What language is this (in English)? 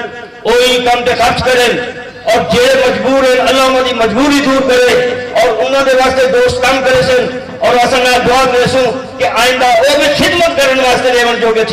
Saraiki